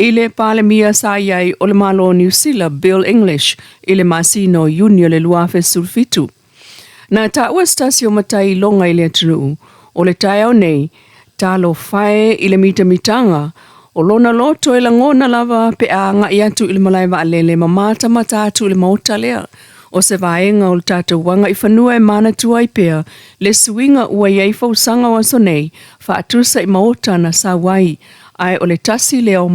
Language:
Samoan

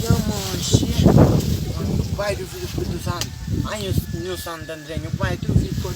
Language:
Kabuverdianu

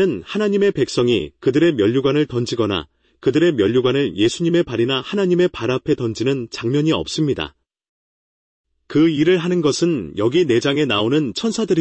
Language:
Korean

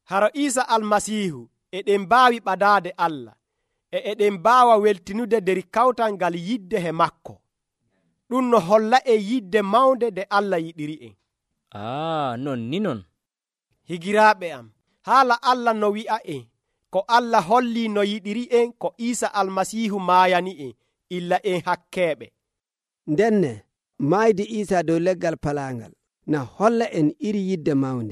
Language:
Nigerian Fulfulde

